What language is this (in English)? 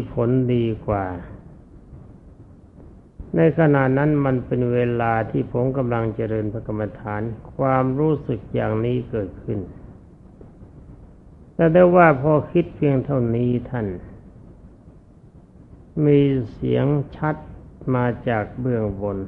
Thai